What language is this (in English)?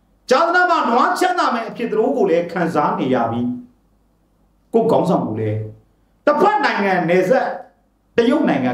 Burmese